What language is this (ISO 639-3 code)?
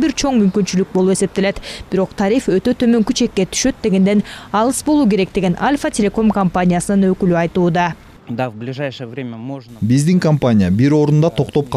kir